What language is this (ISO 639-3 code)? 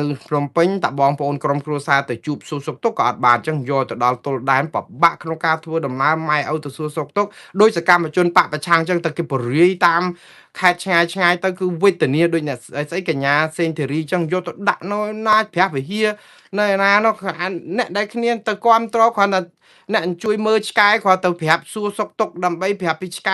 khm